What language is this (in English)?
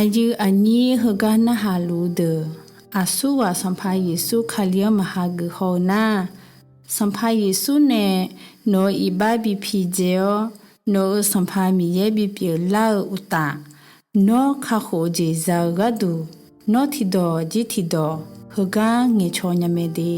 Akha